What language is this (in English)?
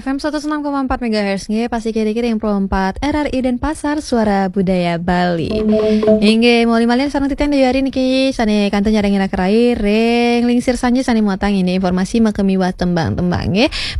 Balinese